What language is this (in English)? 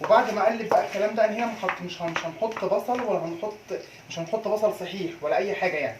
Egyptian Arabic